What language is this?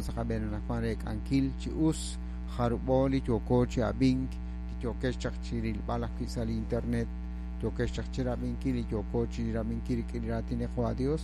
Kekchí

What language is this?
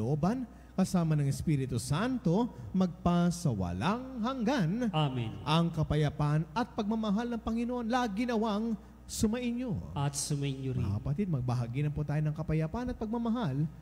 Filipino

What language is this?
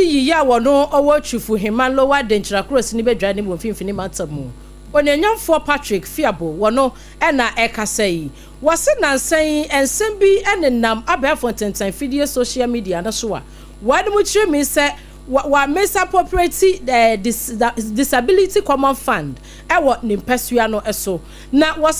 Akan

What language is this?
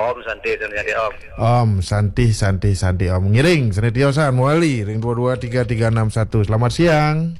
Balinese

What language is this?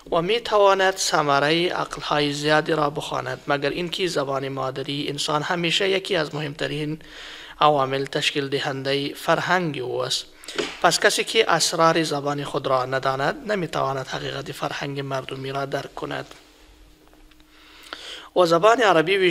Persian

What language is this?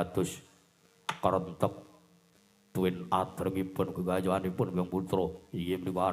Javanese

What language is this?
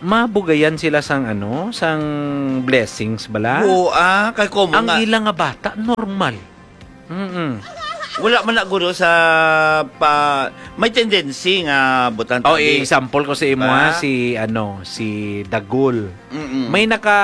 Hiligaynon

